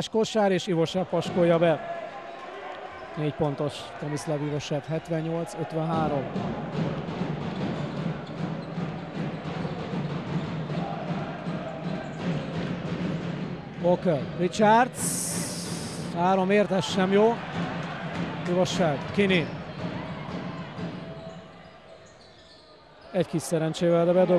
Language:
Hungarian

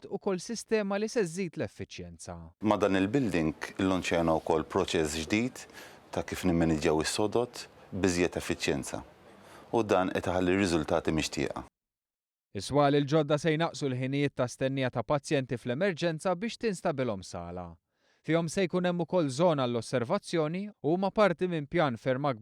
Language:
Maltese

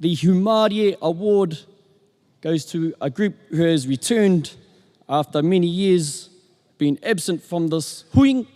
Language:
Māori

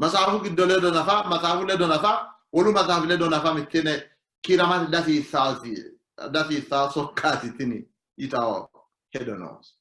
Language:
Sidamo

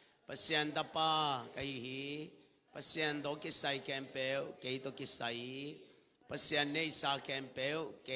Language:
Tedim Chin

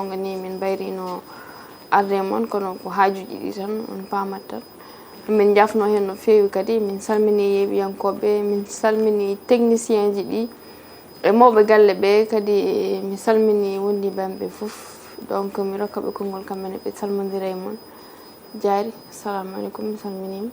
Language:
Fula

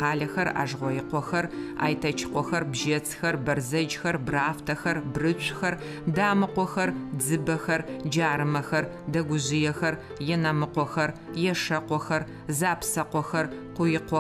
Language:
Adyghe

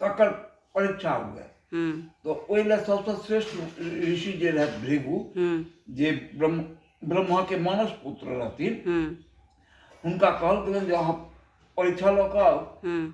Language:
Maithili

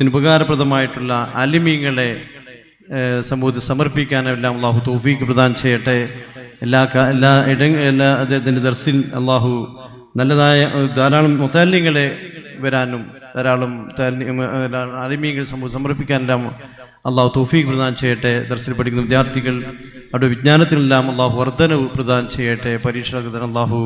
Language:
Malayalam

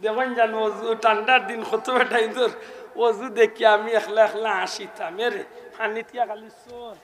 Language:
Sylheti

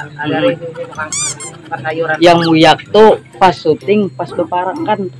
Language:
Banjar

